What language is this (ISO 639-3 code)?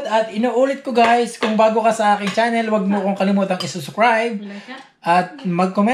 fil